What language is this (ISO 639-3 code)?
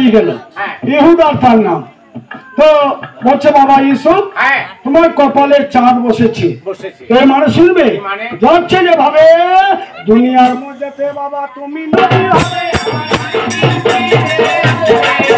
ben